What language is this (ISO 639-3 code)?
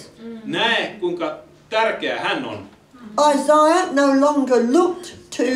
fin